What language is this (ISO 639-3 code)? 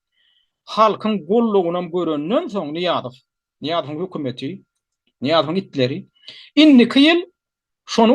tuk